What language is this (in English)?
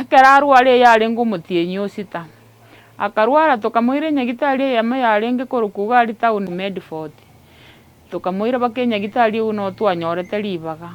Gusii